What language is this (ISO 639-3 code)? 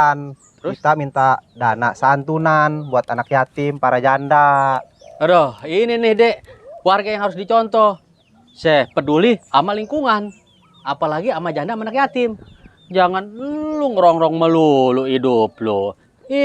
bew